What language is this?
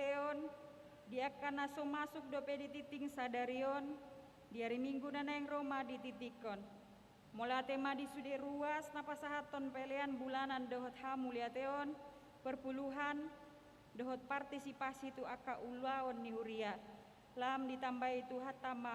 Batak Toba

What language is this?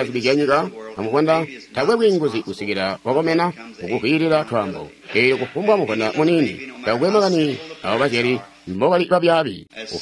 Tonga (Zambia)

